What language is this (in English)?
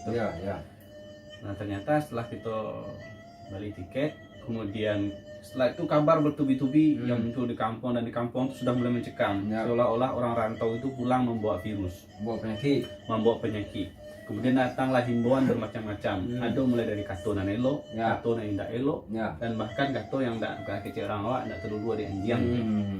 Minangkabau